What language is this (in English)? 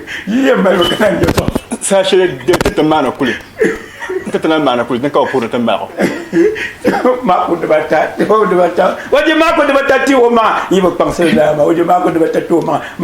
Dagbani